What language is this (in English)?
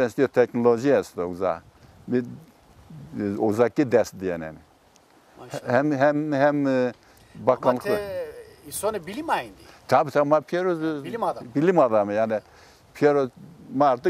Zaza